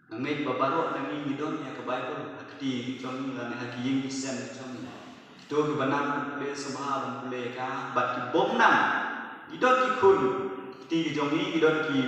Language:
Khasi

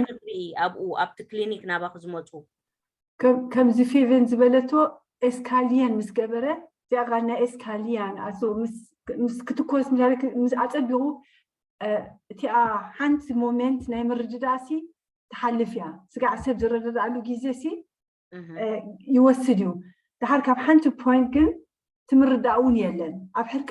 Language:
Tigrinya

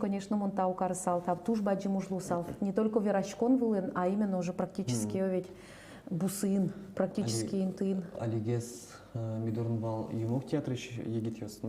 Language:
Udmurt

